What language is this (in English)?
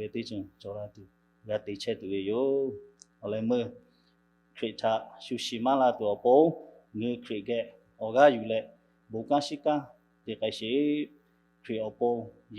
Lahu